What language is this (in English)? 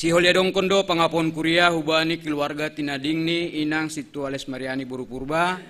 Batak Simalungun